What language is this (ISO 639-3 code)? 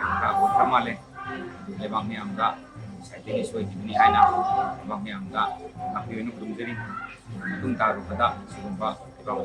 mni